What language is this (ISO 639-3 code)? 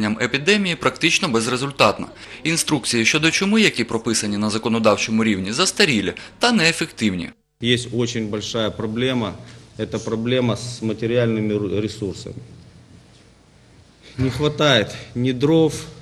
ukr